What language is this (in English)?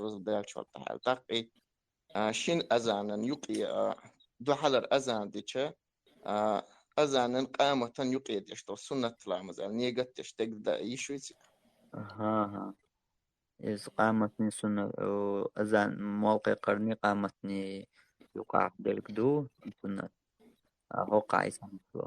Chechen